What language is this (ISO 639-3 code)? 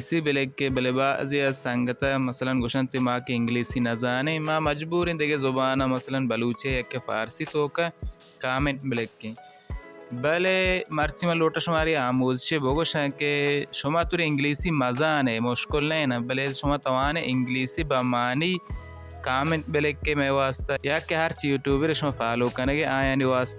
bal